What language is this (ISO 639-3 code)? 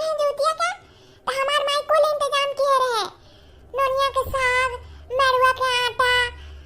awa